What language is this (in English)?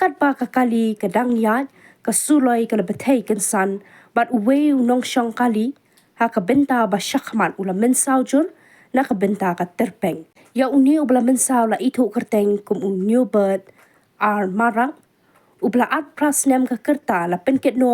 Khasi